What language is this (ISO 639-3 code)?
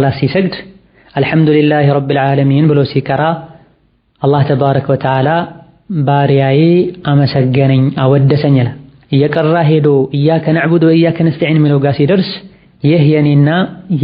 amh